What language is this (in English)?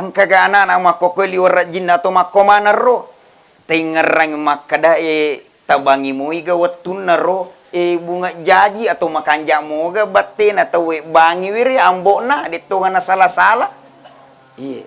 Buginese